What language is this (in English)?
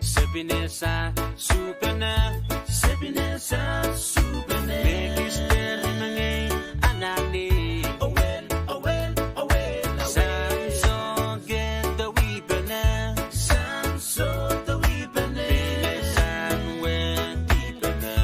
Pohnpeian